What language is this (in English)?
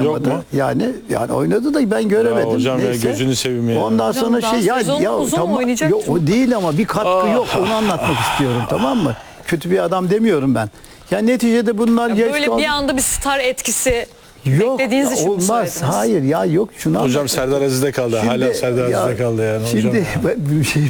Turkish